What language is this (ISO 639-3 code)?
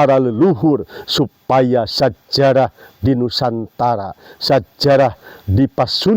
sun